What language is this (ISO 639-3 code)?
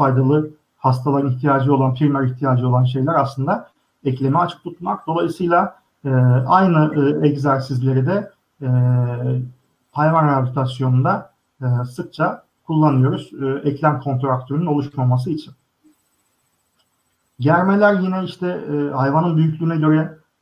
tur